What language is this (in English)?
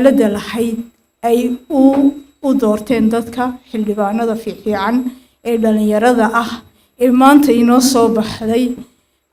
Somali